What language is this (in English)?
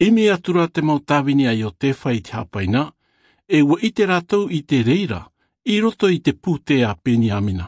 Tahitian